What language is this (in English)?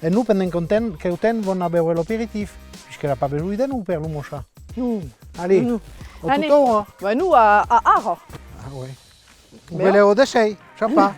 Occitan